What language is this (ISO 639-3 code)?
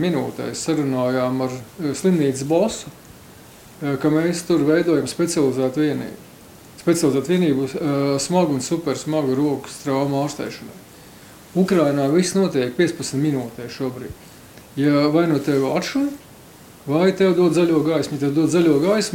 lav